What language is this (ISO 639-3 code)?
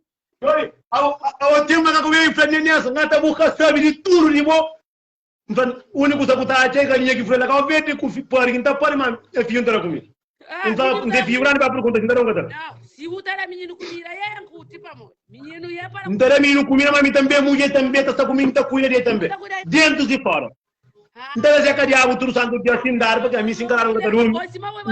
kea